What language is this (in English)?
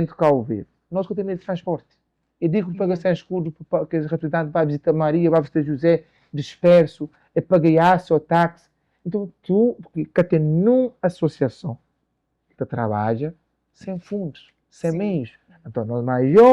Kabuverdianu